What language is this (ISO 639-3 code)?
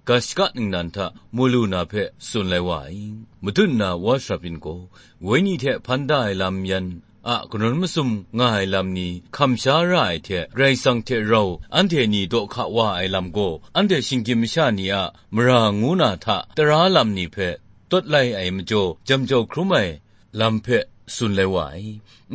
kac